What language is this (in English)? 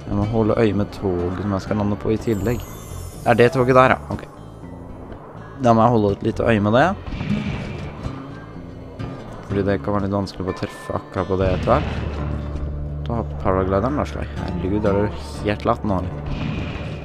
Norwegian